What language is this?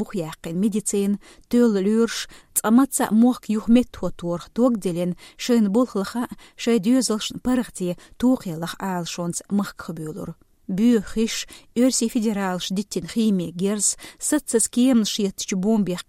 Chechen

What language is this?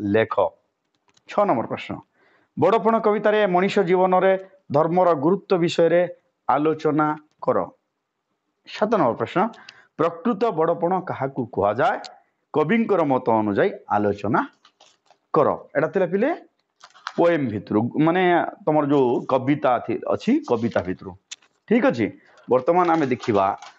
Odia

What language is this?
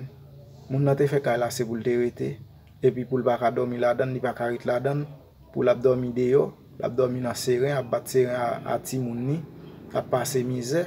Haitian Creole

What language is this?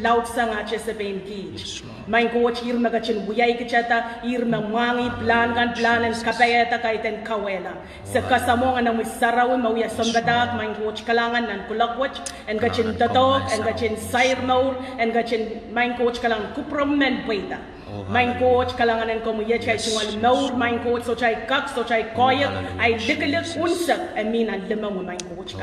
Pohnpeian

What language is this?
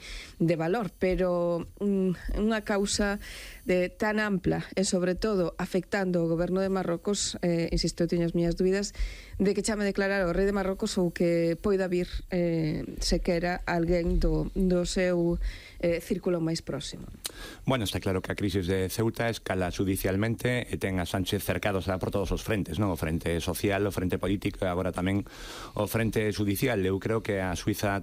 Galician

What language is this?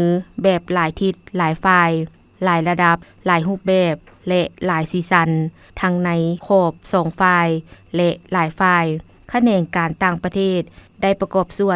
Lao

